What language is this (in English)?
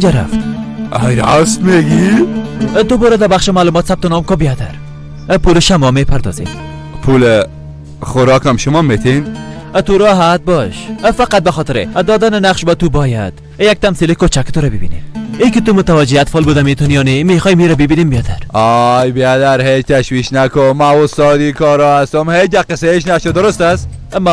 Persian